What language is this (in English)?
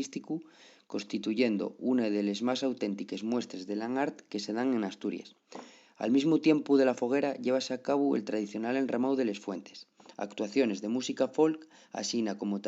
Asturian